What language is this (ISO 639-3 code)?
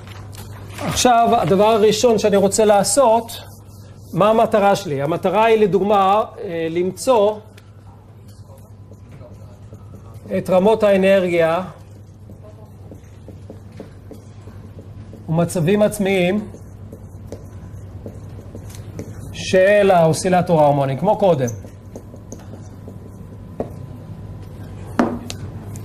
heb